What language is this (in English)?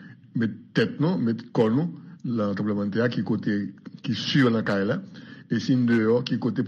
Haitian Creole